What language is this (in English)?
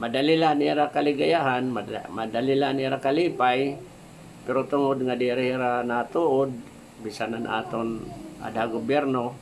Waray